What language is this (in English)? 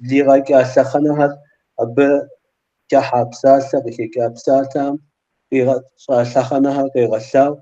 Kabardian